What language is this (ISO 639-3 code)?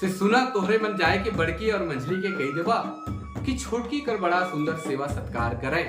sck